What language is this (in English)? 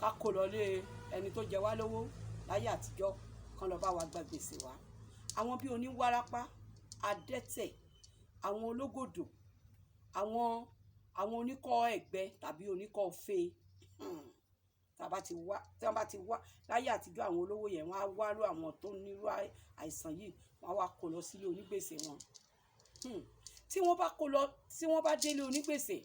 Yoruba